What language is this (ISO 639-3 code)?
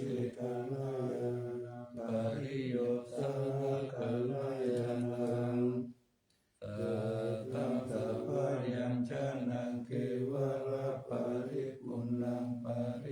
pli